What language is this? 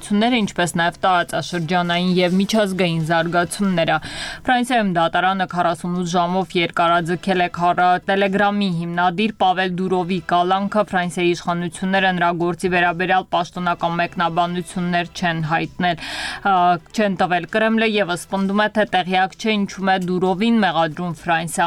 Armenian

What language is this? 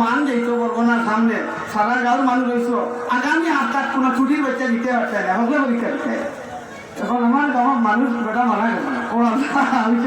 Sylheti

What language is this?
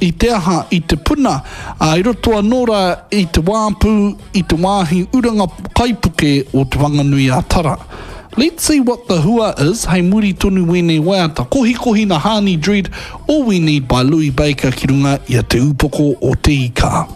Māori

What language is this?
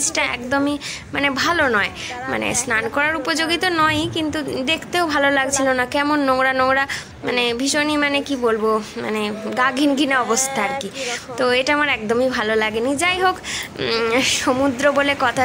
Bangla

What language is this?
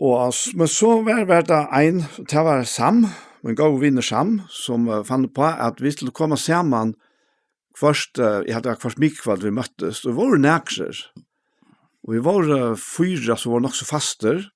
Faroese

